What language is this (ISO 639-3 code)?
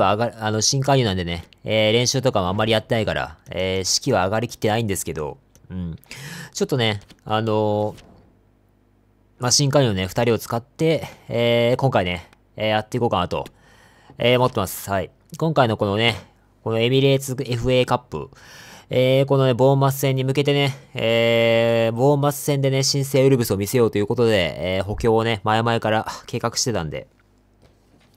jpn